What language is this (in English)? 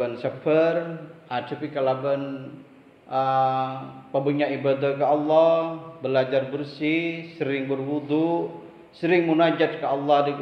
Madurese